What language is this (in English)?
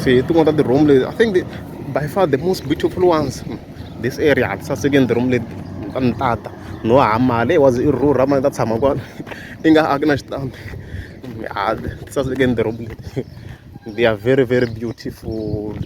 Tsonga